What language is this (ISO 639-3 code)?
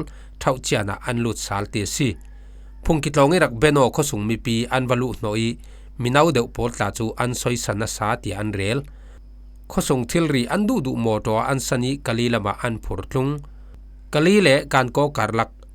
cfm